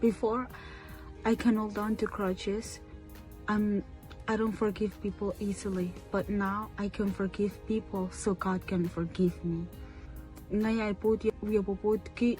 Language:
Pohnpeian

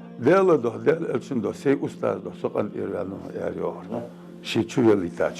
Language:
Ingush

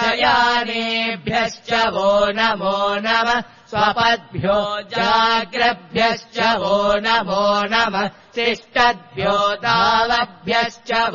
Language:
Sanskrit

